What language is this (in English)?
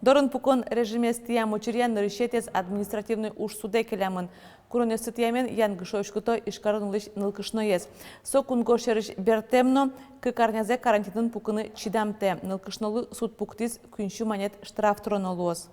Udmurt